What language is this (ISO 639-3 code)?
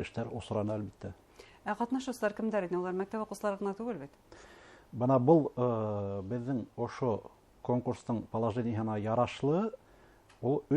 bak